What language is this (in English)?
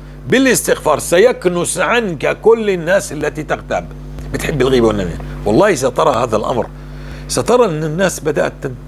North Levantine Arabic